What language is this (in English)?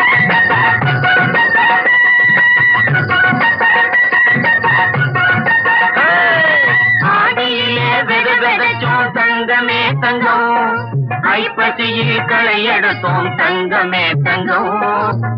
Tamil